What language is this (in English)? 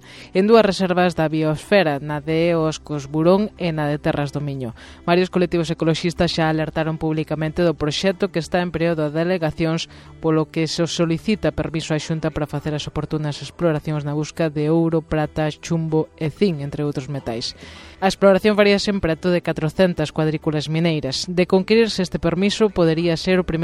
Galician